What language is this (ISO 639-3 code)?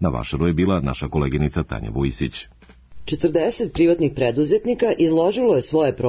srp